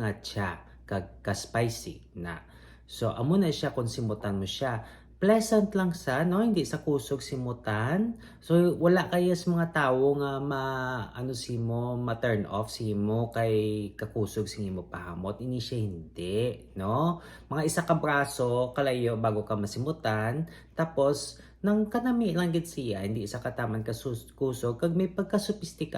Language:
Hiligaynon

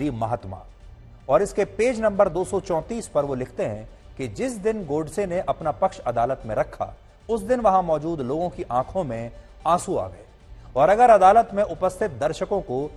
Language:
Hindi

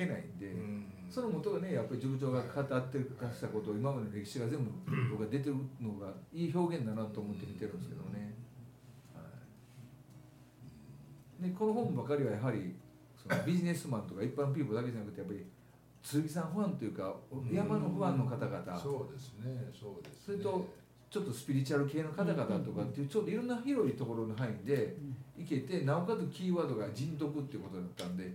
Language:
Japanese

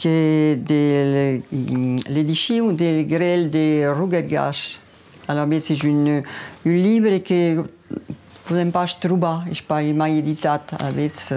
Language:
Occitan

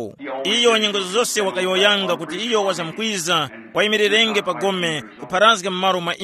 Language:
Tumbuka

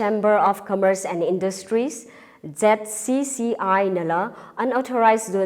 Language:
Tangkhul Naga (India)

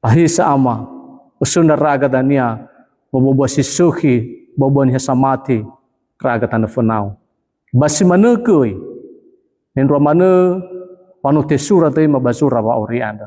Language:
Nias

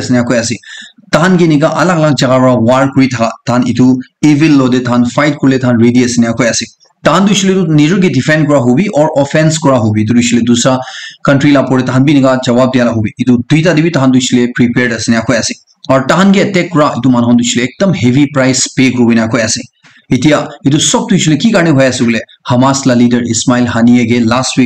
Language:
Naga Pidgin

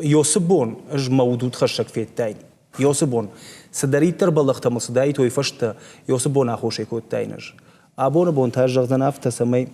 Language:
Ossetic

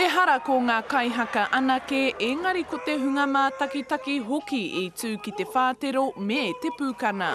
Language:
Māori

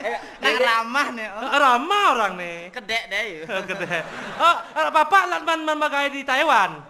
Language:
Balinese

